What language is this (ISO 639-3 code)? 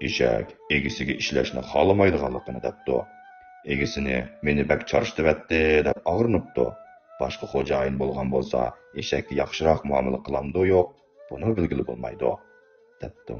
uig